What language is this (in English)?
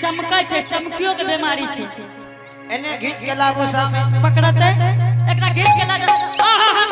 Angika